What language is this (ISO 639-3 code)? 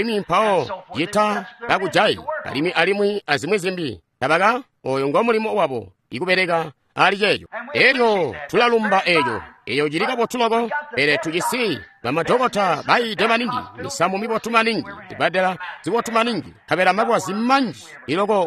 toi